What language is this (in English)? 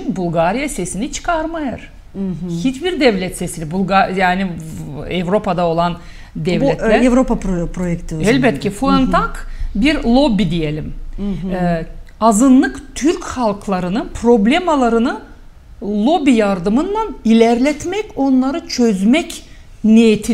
Gagauz